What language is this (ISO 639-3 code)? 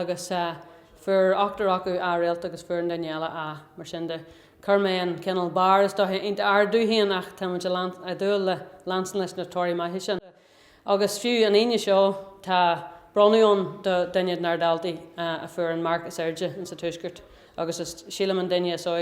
gle